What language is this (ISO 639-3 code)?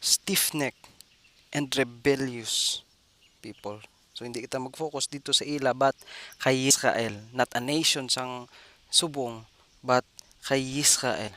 hil